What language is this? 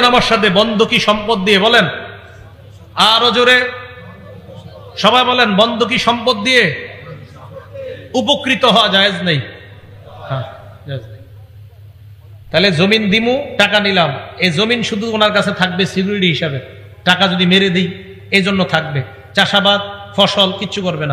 Bangla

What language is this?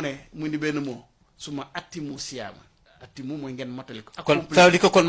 Wolof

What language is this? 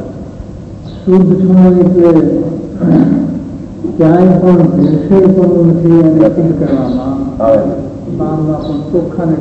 Gujarati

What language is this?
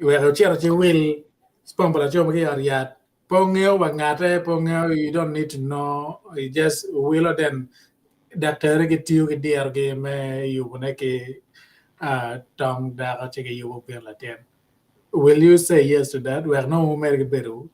Acoli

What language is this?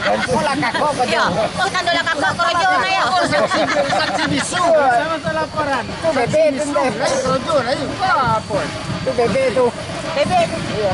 Minangkabau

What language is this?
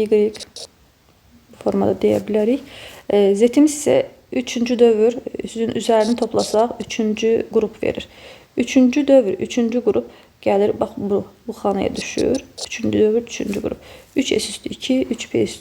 Azerbaijani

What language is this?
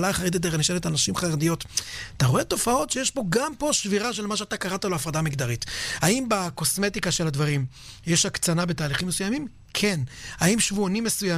Hebrew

